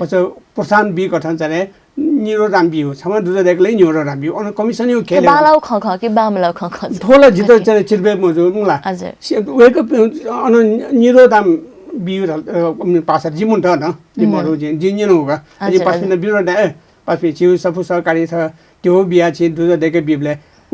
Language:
Newari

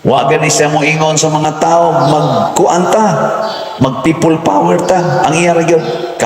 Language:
Cebuano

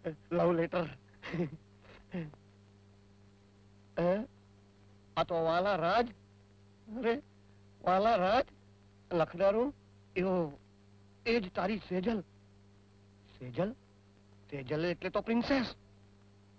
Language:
Gujarati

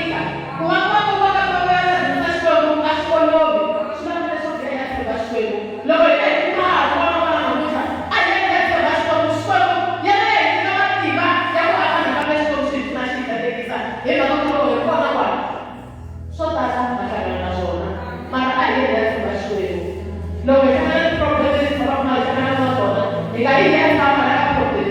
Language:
Tsonga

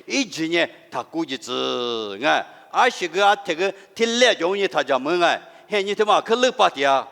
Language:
Lisu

